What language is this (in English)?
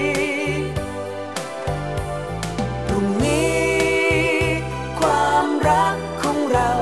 Thai